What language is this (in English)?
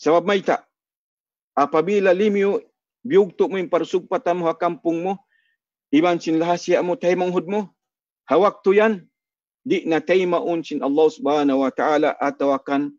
Tausug